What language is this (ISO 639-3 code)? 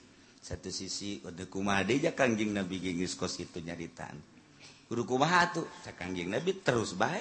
sun